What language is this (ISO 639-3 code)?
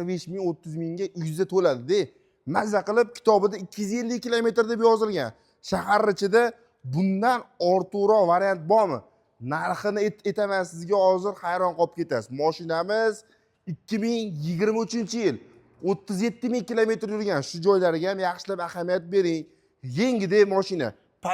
uzb